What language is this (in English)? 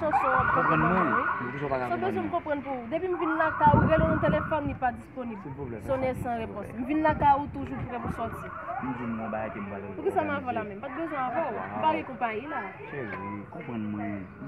Haitian Creole